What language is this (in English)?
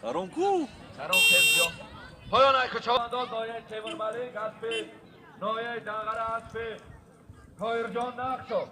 Tajik